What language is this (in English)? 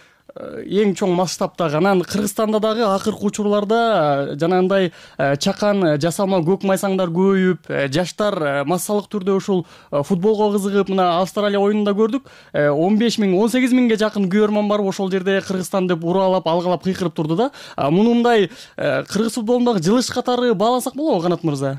Kyrgyz